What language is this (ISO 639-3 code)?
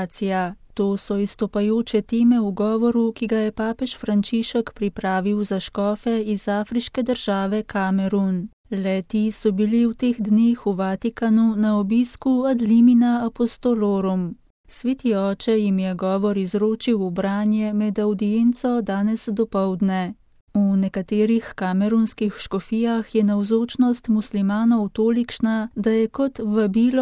slv